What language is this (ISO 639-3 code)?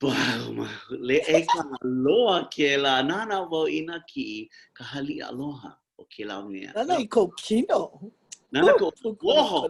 haw